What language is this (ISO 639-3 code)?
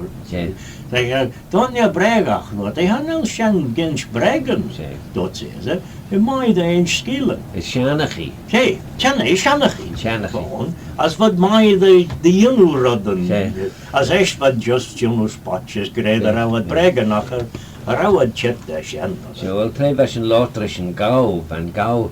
glv